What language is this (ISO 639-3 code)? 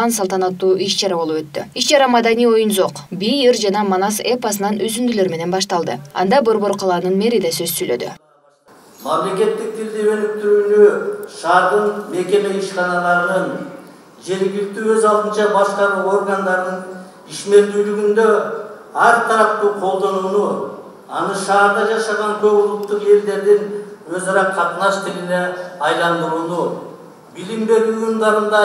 kir